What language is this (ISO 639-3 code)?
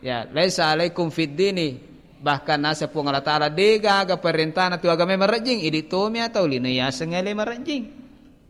bug